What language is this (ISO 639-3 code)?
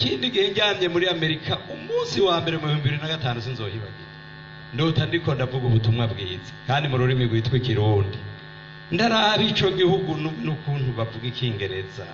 run